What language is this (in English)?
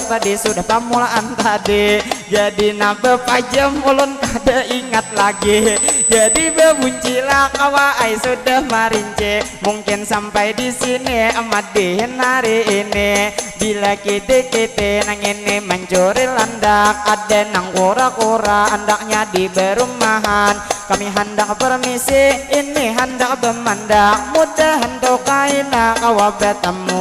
Banjar